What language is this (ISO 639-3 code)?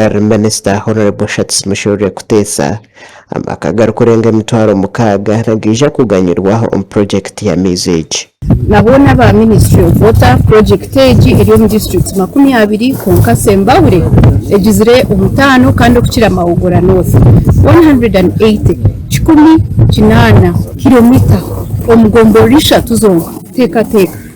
nyn